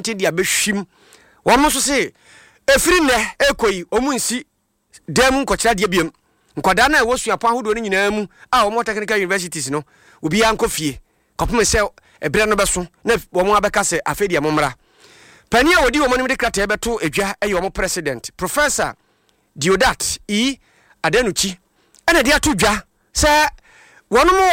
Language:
Akan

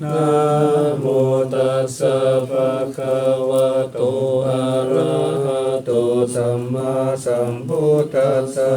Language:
Pali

